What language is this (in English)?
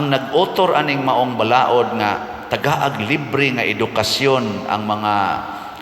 Cebuano